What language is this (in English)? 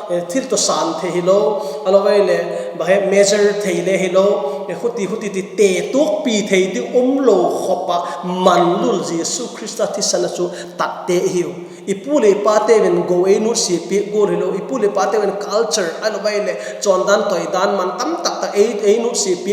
Vaiphei